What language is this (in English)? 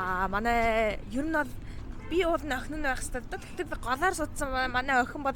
Mongolian